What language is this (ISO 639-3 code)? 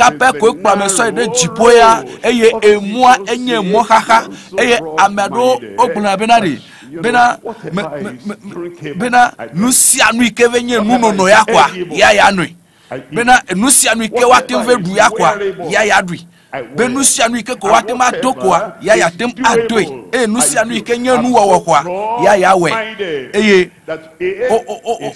ewe